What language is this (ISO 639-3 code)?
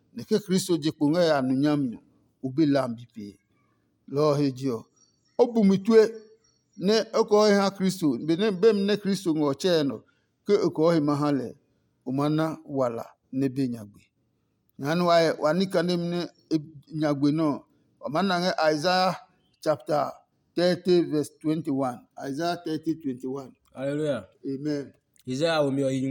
ada